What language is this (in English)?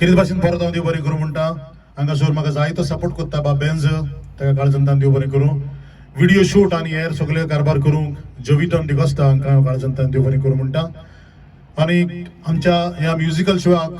Konkani